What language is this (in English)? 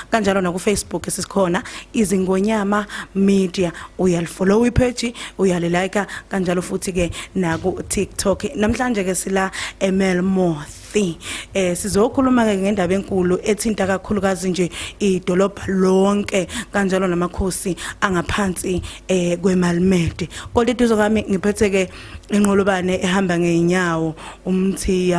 Zulu